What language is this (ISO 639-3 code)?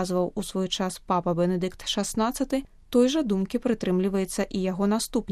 bel